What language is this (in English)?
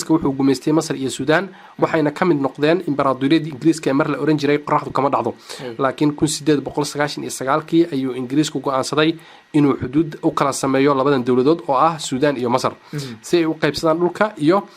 Somali